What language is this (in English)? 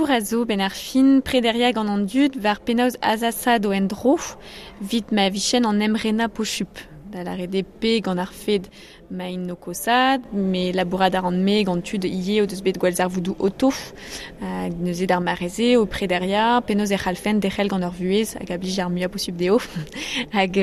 Breton